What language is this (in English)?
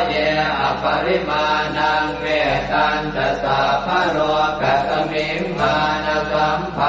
Pali